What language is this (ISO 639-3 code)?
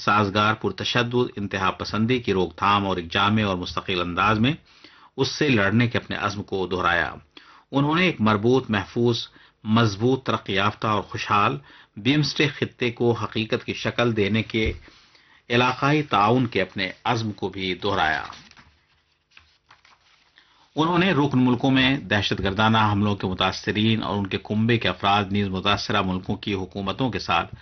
urd